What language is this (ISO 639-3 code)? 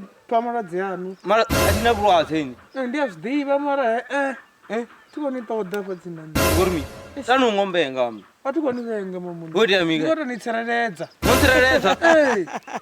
ven